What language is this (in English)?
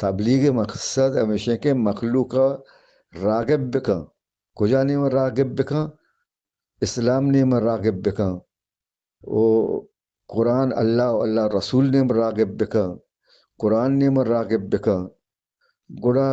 Eastern Balochi